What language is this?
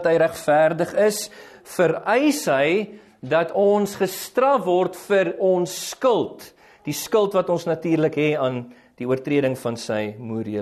Afrikaans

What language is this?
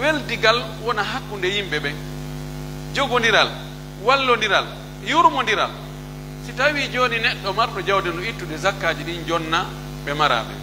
Pular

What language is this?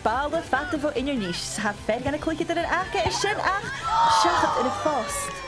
Scottish Gaelic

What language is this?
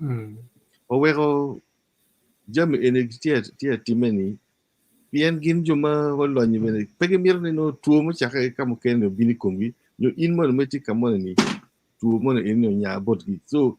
Acoli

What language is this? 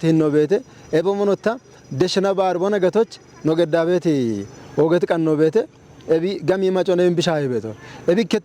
Kafa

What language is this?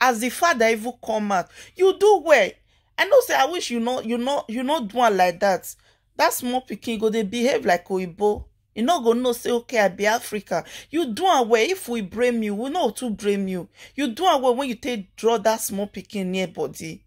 Nigerian Pidgin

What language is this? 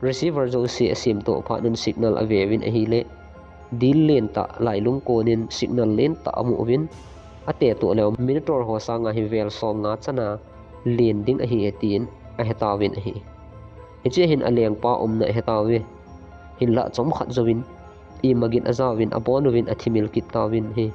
Thado Chin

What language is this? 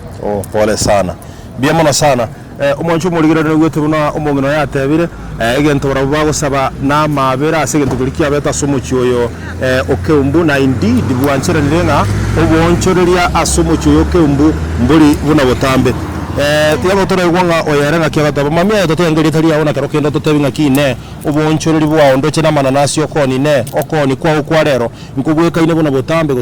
Gusii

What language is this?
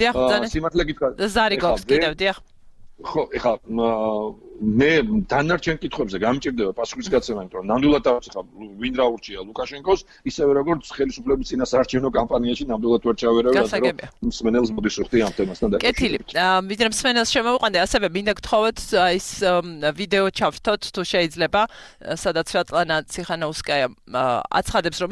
Georgian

